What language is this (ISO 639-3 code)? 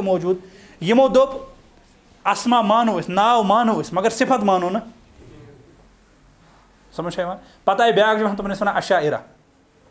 kas